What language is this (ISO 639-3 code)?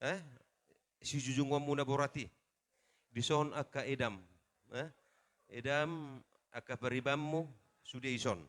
bbc